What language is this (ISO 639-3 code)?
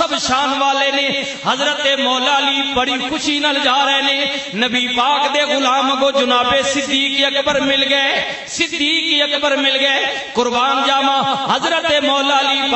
lah